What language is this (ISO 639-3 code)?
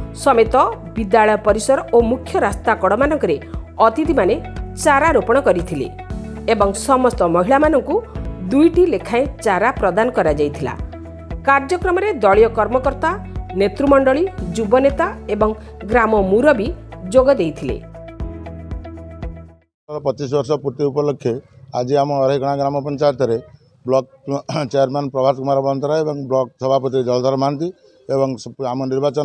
ori